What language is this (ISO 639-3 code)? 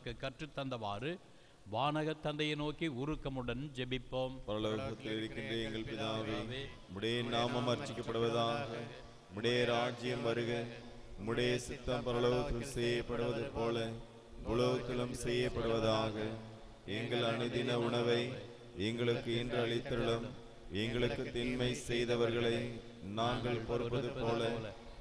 tam